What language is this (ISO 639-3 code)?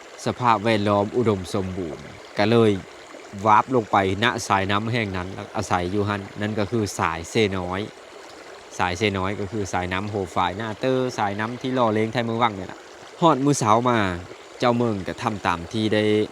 lao